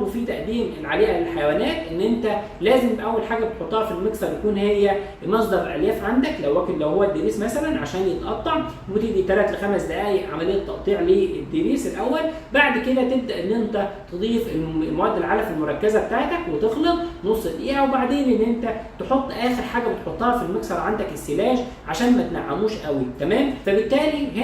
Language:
Egyptian Arabic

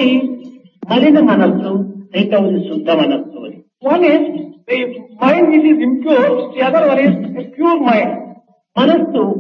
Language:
Telugu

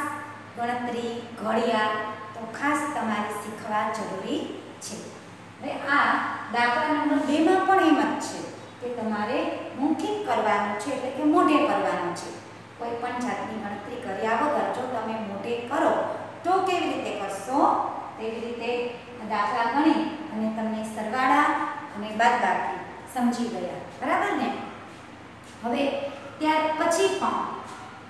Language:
Gujarati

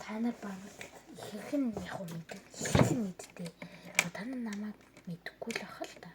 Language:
Mongolian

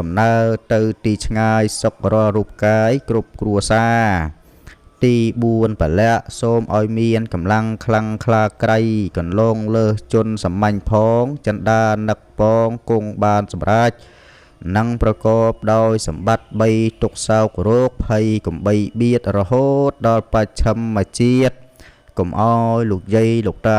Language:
Khmer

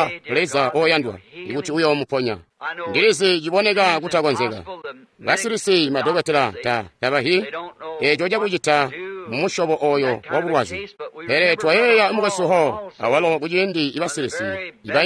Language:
Tonga (Zambia)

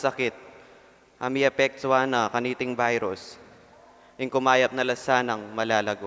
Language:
Pampanga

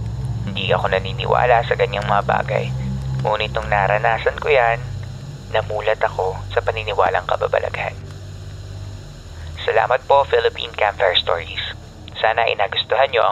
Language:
Filipino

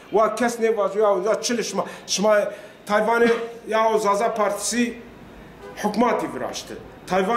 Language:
Zaza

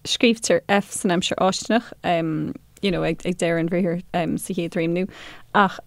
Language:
Irish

